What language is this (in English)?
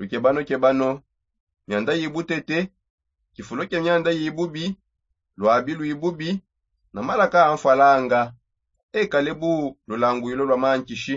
Songe